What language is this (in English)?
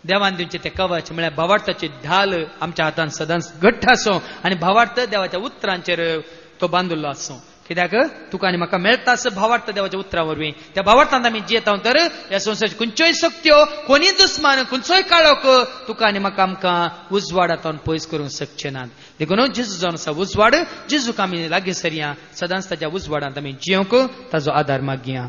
Konkani